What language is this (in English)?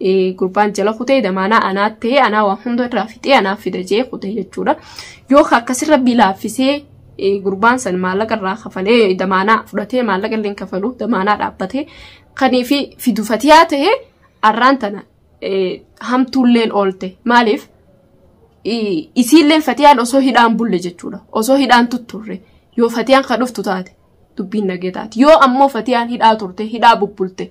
Oromo